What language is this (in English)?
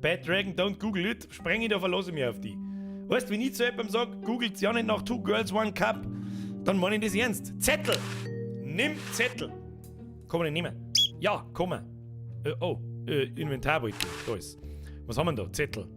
Bavarian